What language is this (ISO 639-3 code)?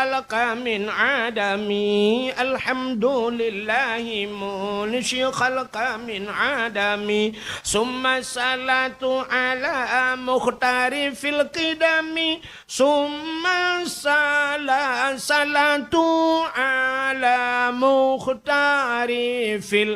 ace